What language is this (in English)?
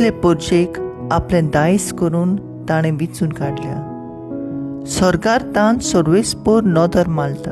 Konkani